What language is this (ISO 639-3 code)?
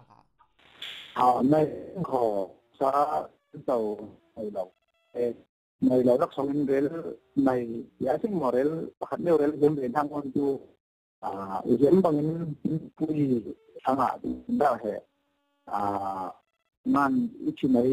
cfm